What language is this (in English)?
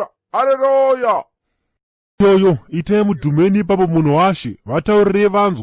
Shona